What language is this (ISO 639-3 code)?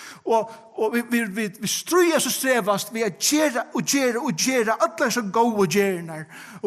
fao